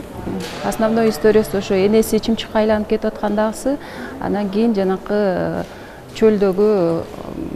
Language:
Kyrgyz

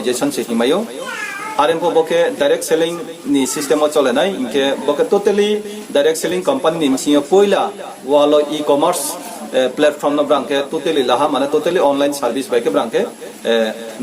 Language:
Riang (India)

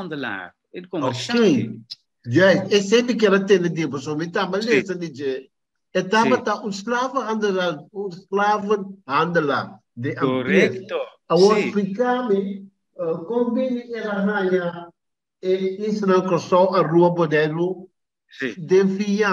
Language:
Papiamento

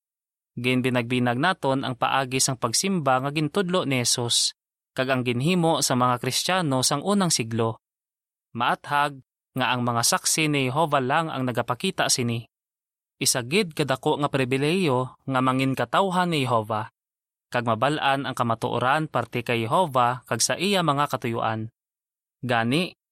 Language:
Hiligaynon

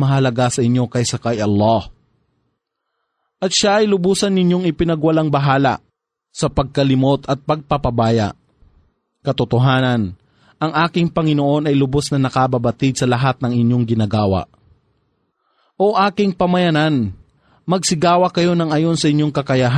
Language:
Filipino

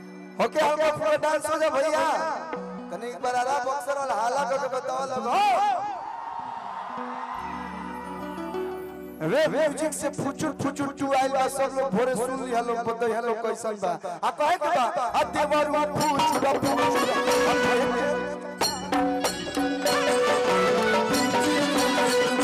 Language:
Bhojpuri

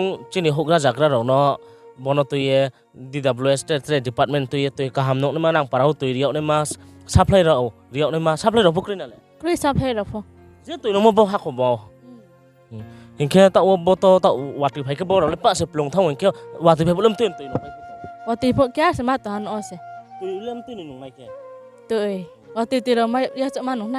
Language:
Riang (India)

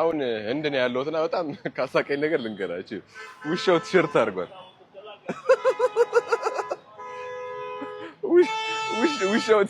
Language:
Amharic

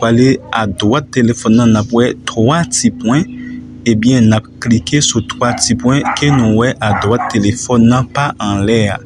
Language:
Haitian Creole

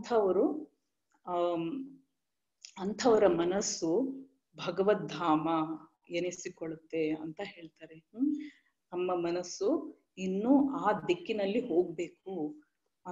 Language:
Kannada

